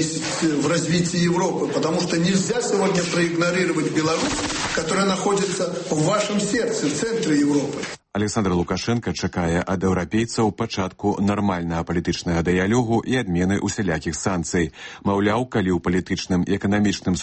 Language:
Belarusian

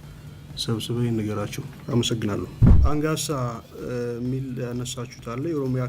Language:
Amharic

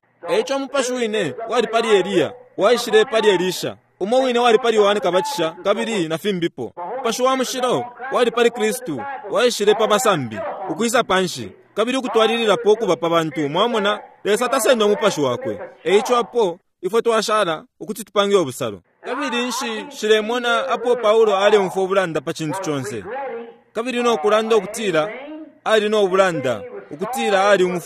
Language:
Bemba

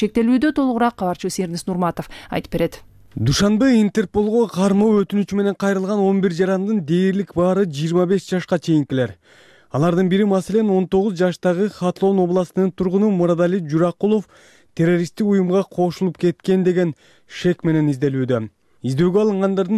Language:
Kyrgyz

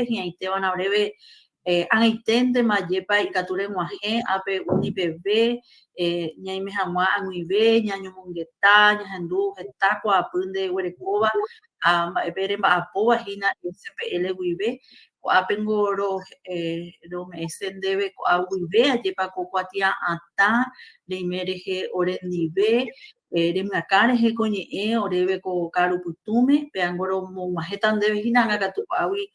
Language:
Guarani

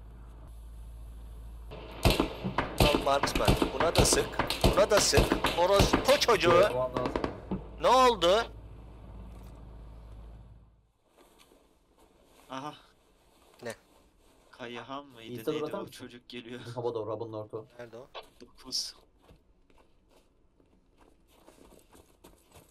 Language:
Turkish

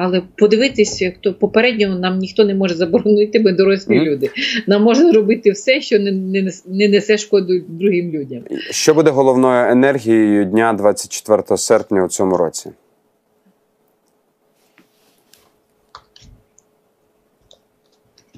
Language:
Ukrainian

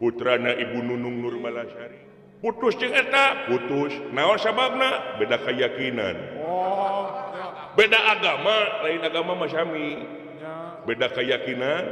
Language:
Sundanese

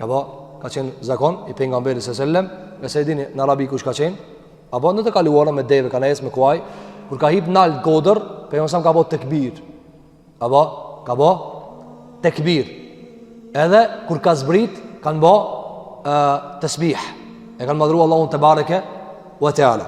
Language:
Albanian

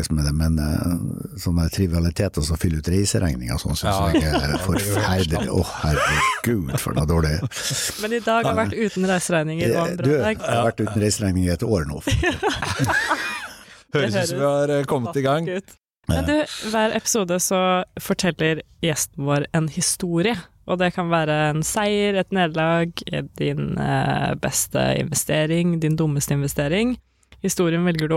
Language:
Norwegian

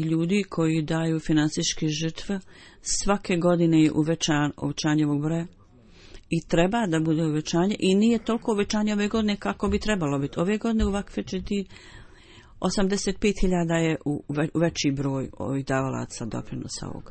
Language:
Bosnian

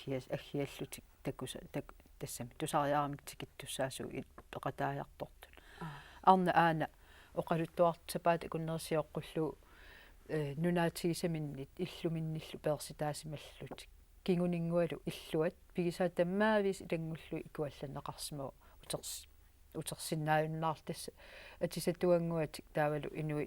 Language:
Kalaallisut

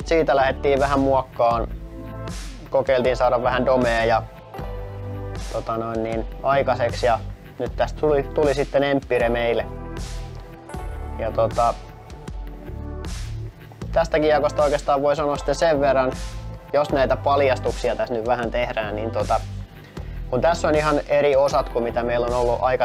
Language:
Finnish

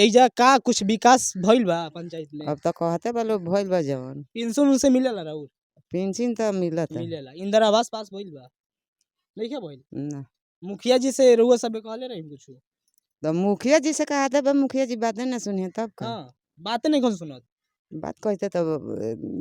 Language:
Bhojpuri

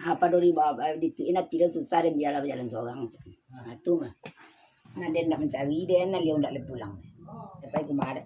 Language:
Minangkabau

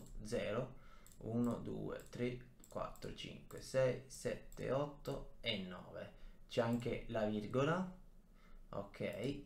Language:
Italian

